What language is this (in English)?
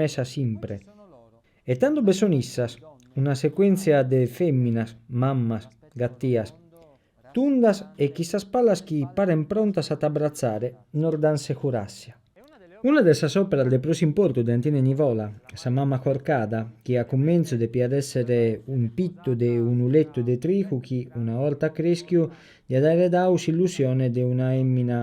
Sardinian